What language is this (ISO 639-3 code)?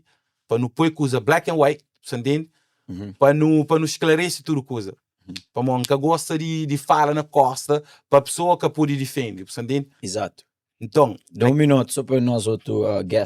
kea